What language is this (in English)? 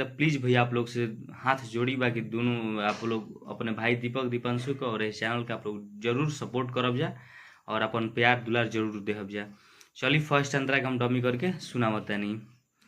Bhojpuri